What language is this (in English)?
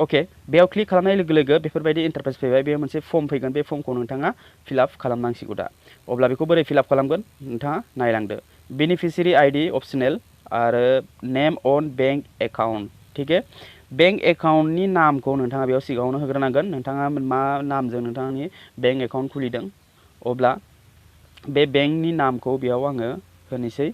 Bodo